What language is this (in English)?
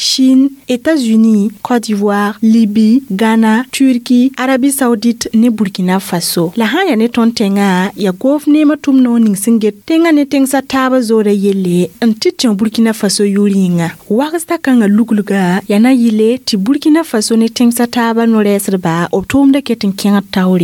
Mossi